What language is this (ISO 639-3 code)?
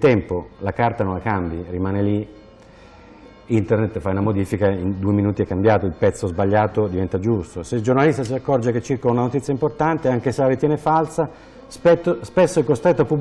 ita